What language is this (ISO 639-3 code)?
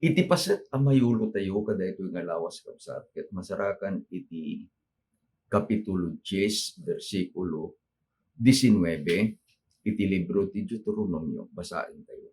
ilo